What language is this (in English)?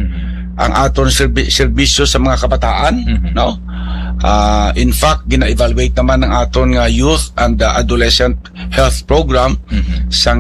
Hiligaynon